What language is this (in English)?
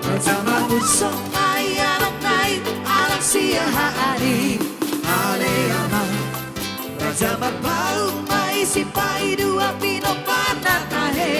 Batak Toba